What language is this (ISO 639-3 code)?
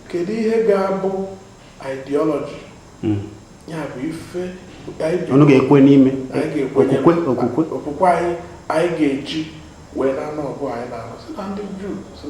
ibo